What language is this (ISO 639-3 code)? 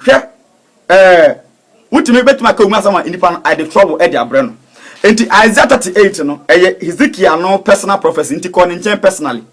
aka